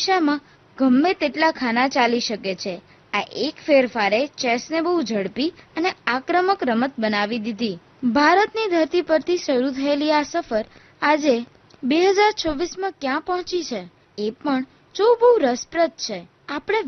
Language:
Gujarati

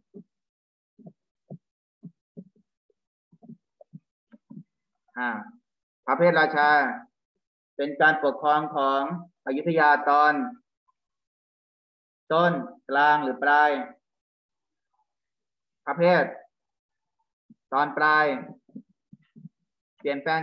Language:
Thai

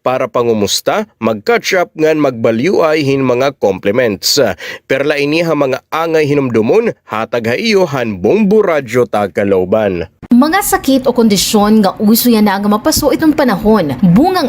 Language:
Waray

